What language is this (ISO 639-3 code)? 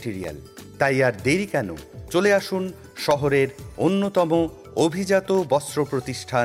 ben